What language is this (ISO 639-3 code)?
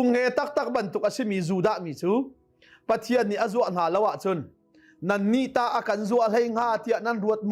cnh